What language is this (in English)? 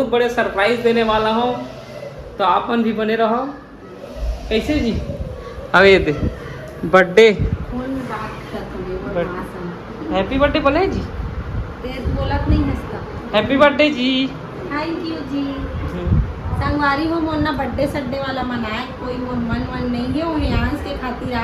Chhattisgarhi